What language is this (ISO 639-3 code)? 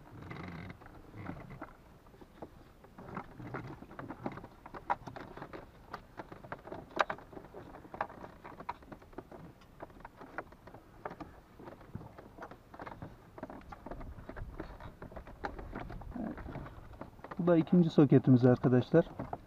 tur